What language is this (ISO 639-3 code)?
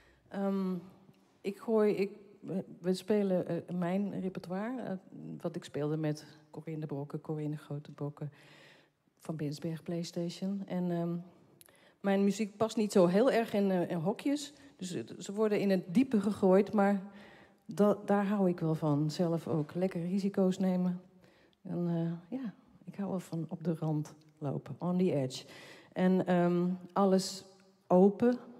nld